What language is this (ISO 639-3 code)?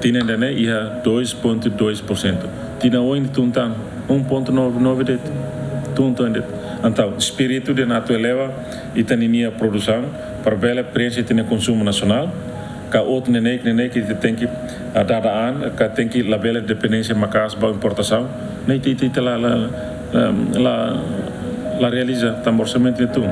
tet